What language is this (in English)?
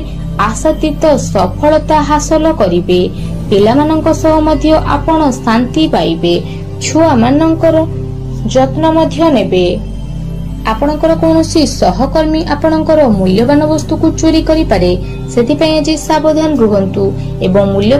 Odia